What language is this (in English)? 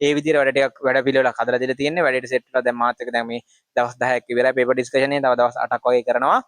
Sinhala